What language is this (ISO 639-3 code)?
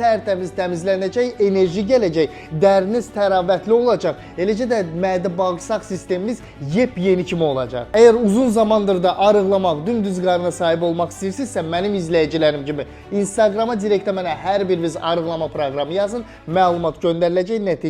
aze